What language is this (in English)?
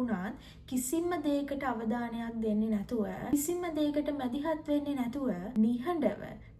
Sinhala